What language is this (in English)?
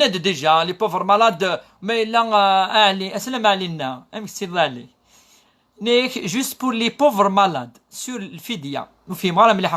Kabyle